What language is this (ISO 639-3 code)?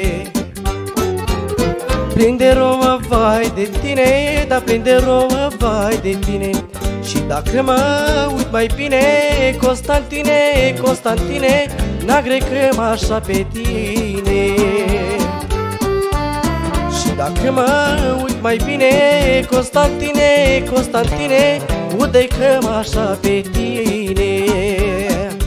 ron